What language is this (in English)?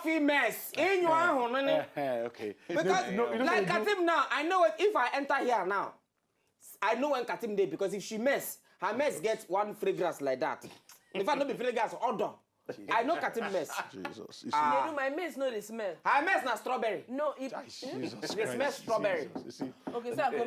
Nigerian Pidgin